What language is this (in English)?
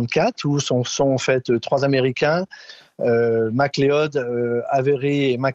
French